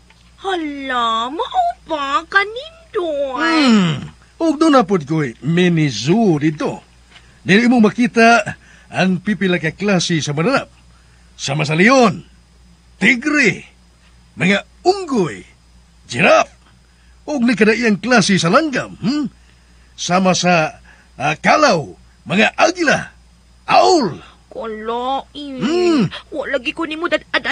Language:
Cebuano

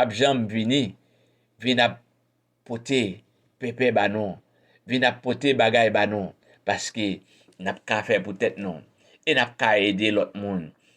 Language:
Haitian Creole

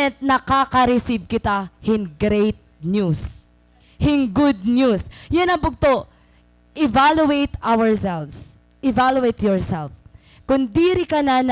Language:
Waray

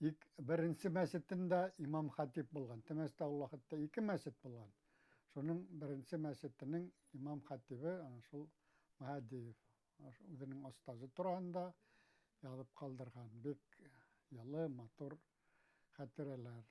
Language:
Bashkir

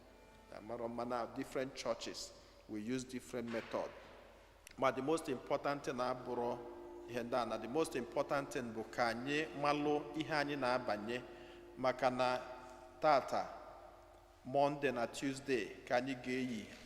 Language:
Igbo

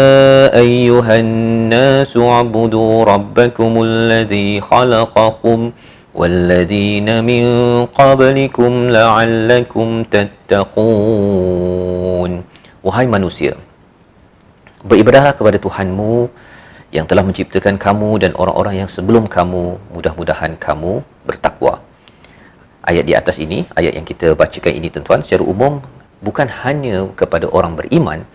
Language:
Malay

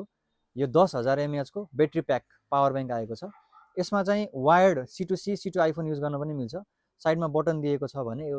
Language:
Nepali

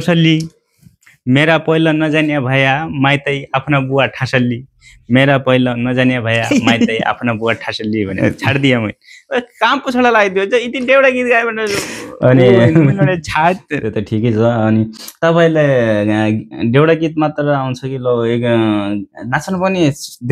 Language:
Nepali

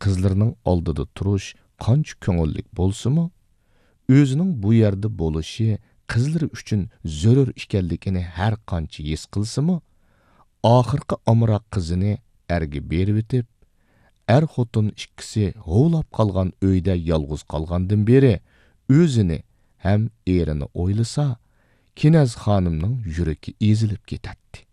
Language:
Uyghur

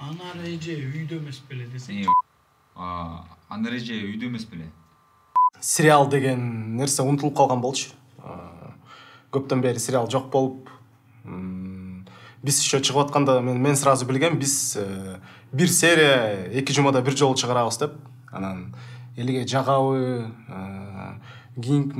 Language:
Kyrgyz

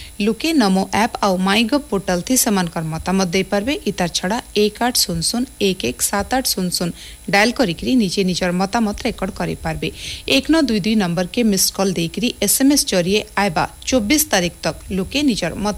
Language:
Odia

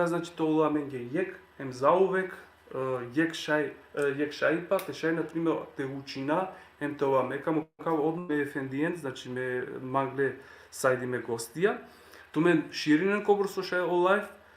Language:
Balkan Romani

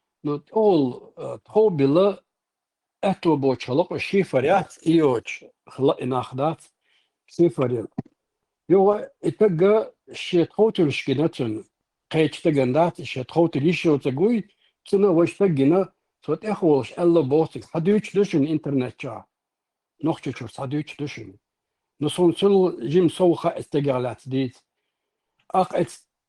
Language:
Chechen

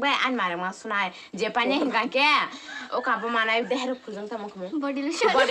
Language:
Kok Borok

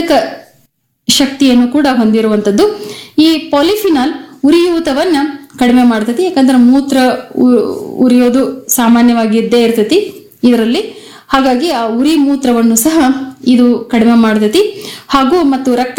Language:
Kannada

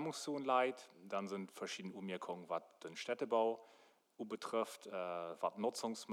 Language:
Luxembourgish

